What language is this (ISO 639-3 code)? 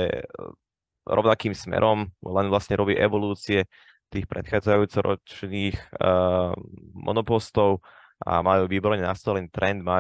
slk